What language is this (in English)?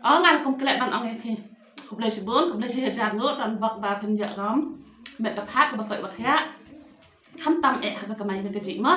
Khasi